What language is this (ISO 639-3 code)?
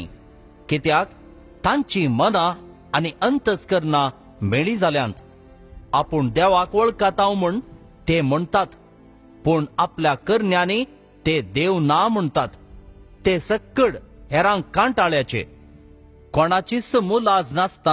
kok